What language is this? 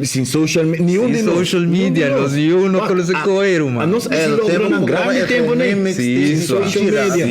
Papiamento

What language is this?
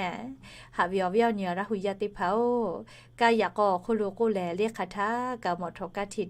Lahu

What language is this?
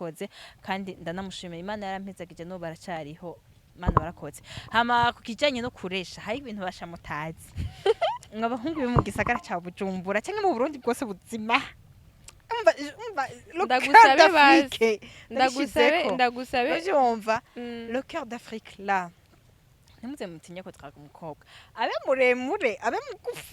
Rundi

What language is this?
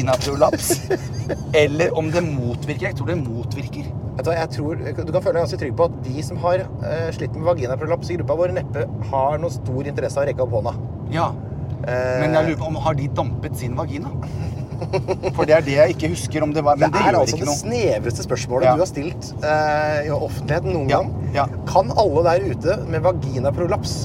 Norwegian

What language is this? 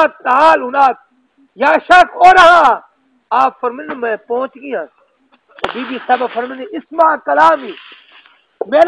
Saraiki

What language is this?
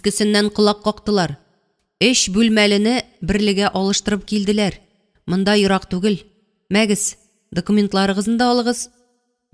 Tatar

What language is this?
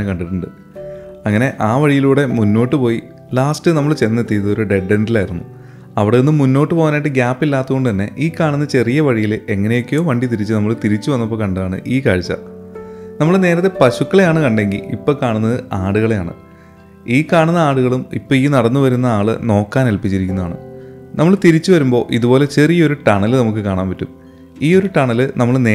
Malayalam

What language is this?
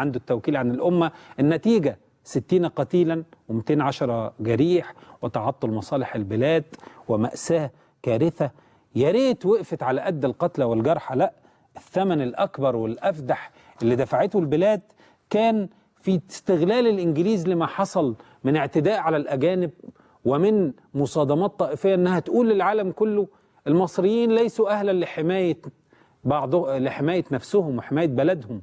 Egyptian Arabic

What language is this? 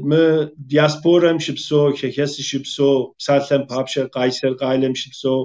Kabardian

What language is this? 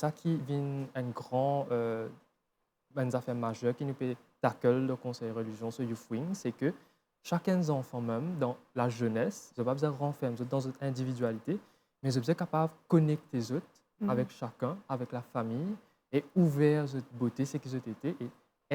Morisyen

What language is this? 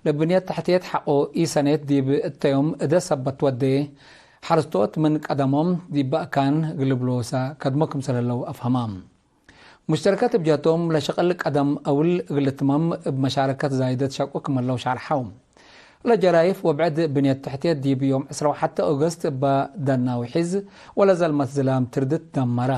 Tigre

